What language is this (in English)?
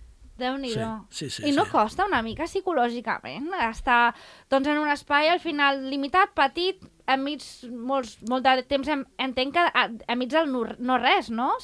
Catalan